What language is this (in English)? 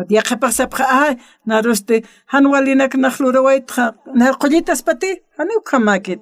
Aymara